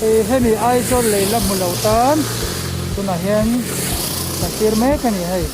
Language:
Mizo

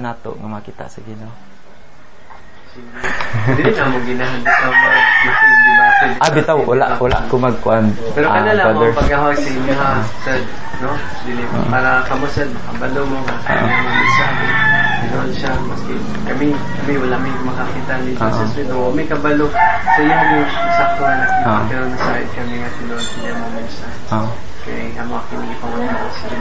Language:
Cebuano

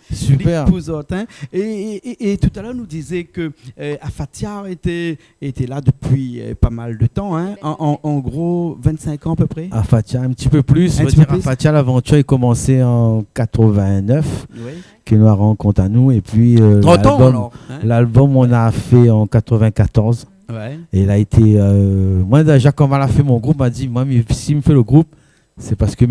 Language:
Réunion Creole French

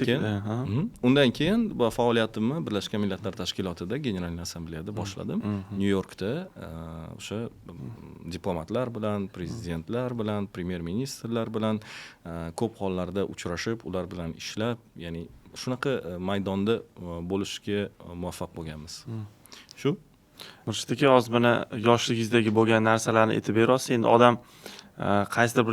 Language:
Uzbek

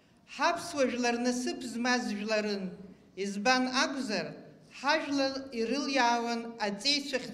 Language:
Abkhazian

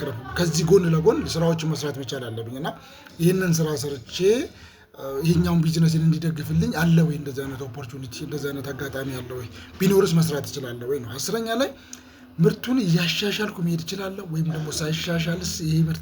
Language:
Amharic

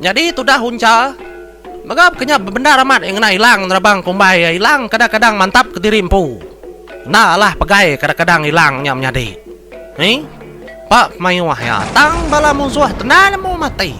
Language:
Iban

